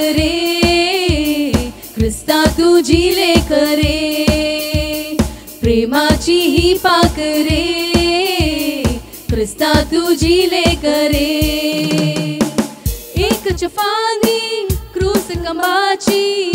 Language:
Marathi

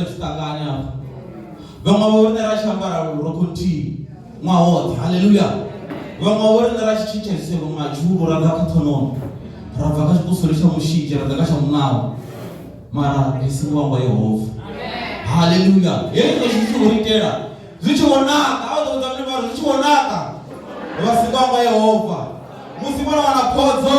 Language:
Venda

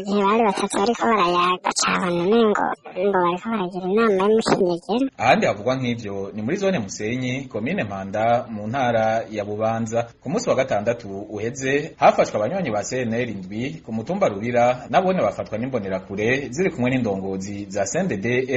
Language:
Rundi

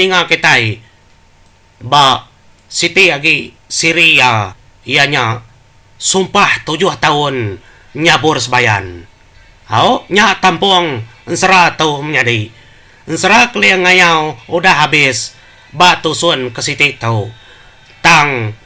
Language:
Iban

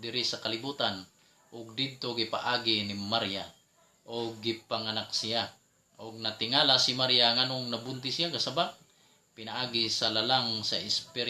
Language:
Cebuano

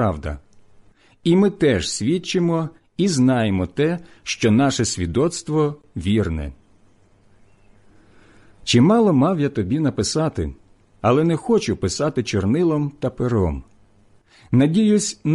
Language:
Ukrainian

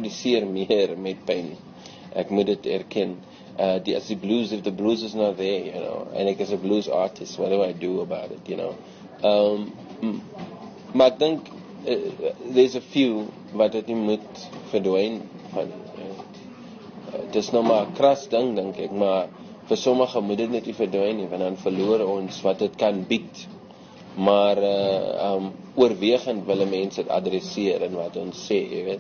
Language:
Afrikaans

